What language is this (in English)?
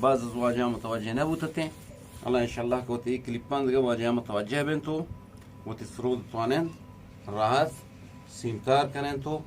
Eastern Balochi